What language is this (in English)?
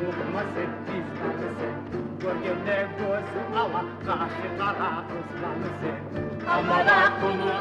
Kumyk